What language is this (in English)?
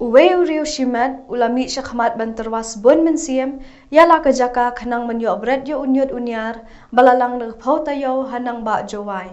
Pnar